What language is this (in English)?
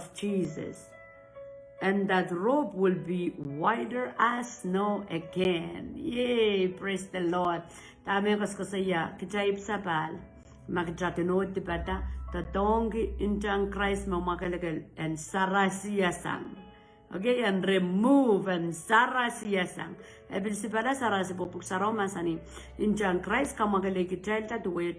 Pohnpeian